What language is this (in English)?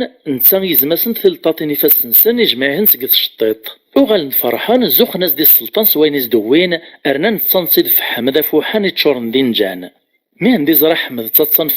Kabyle